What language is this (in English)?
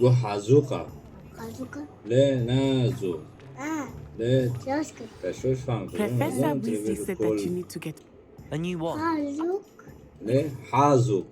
Kurdish